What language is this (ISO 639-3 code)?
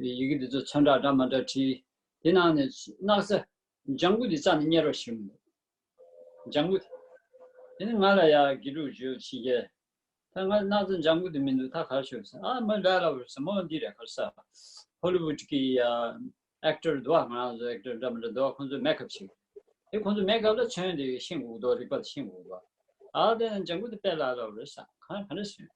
bod